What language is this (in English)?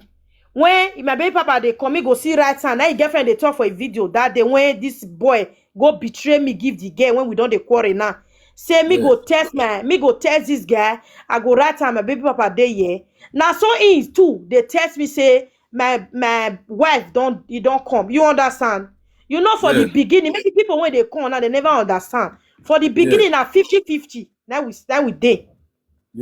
Nigerian Pidgin